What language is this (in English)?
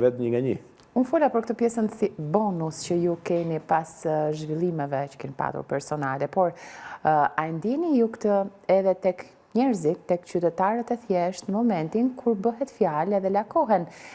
Albanian